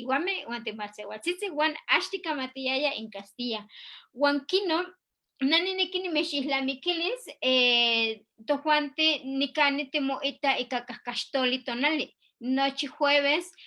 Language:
Eastern Huasteca Nahuatl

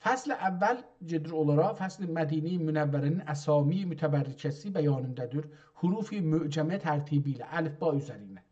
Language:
South Azerbaijani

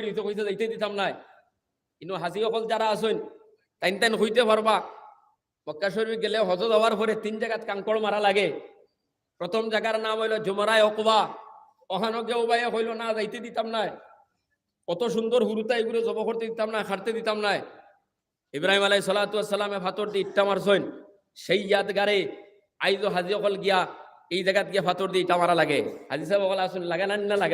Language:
Sylheti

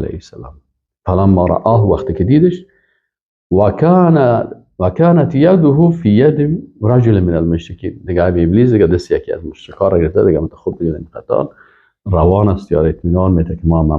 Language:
Persian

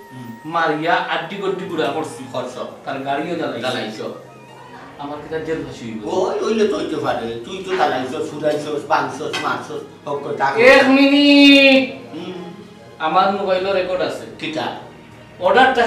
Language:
Sylheti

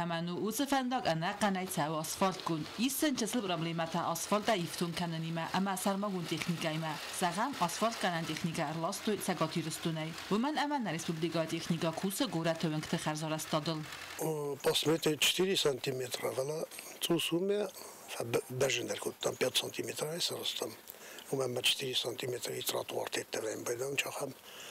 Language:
Ossetic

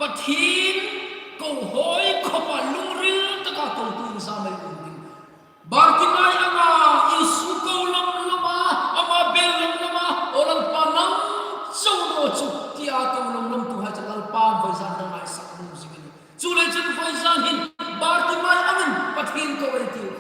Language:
Hmar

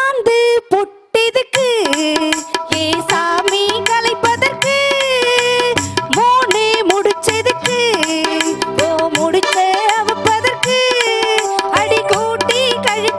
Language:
Tamil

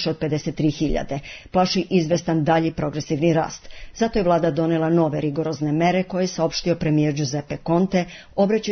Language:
Serbian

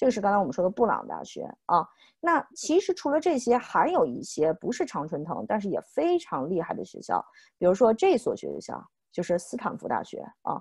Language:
Chinese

